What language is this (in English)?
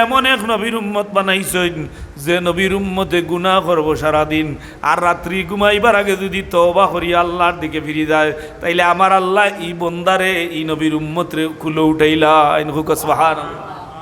Sylheti